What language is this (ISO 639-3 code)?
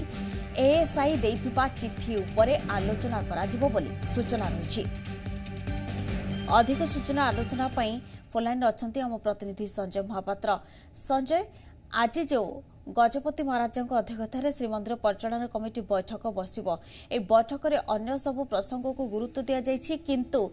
ori